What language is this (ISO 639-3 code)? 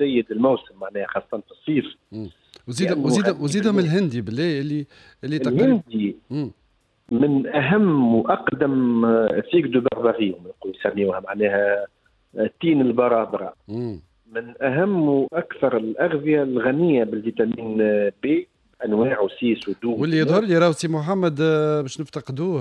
aeb